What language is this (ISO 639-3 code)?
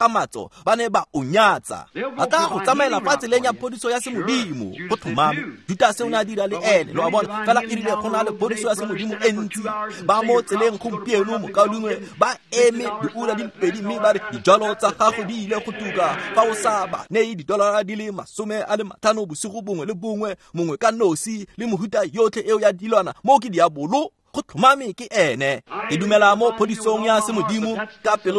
tsn